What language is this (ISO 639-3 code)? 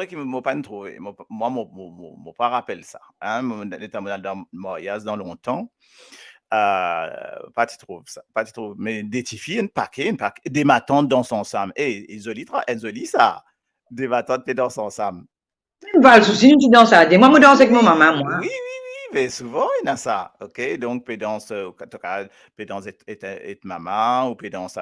mfe